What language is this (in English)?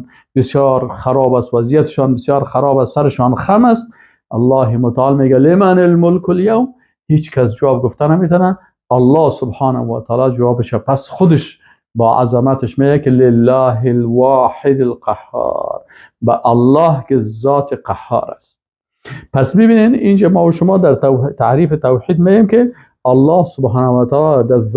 Persian